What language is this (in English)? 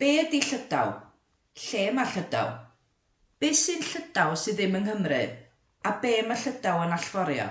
Welsh